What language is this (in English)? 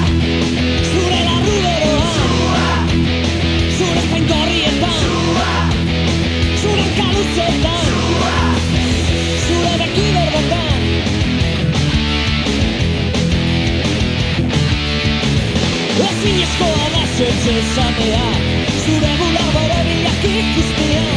Basque